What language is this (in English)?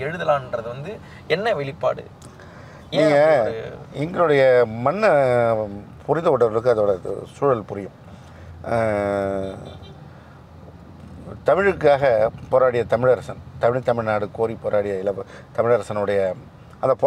Tamil